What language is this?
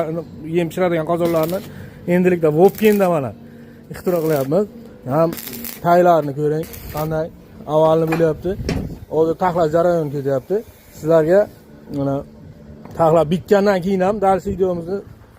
Uzbek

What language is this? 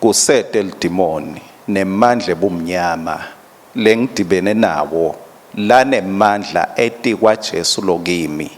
Swati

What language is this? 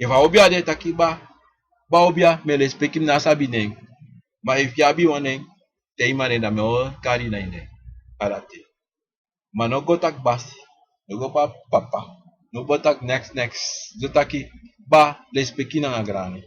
Sranan Tongo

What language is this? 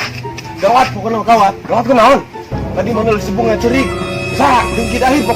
Sundanese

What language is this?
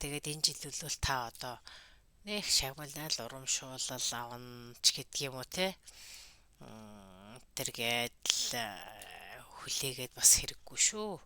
Mongolian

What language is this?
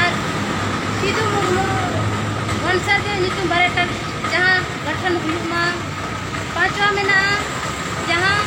Santali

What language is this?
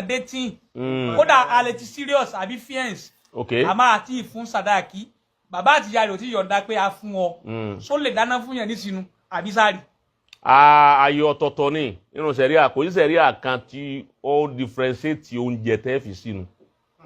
Yoruba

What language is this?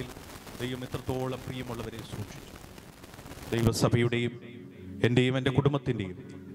Malayalam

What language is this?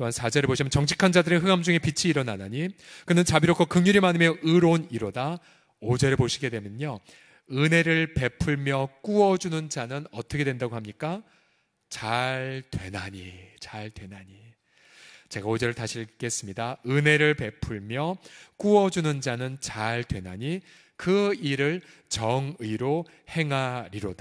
Korean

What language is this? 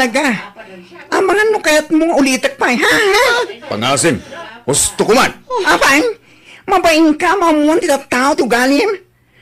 Iloko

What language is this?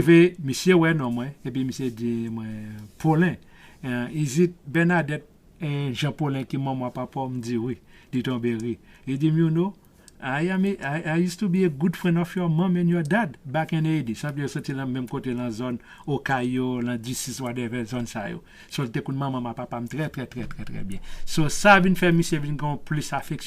Haitian Creole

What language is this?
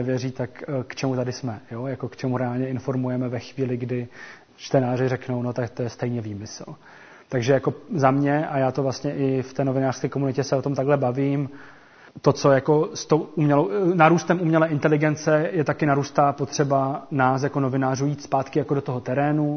Czech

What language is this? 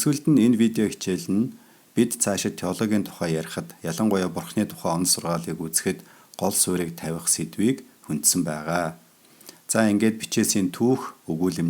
Mongolian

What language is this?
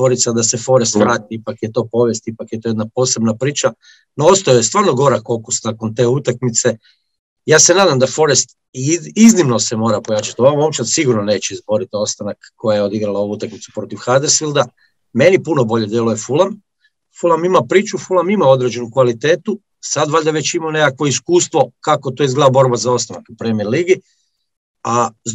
Croatian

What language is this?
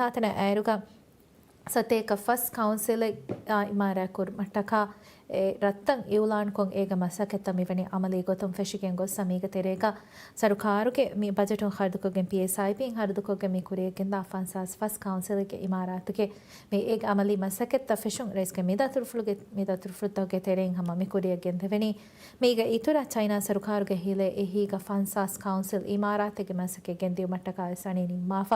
Divehi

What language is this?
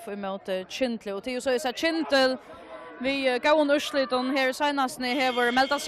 Faroese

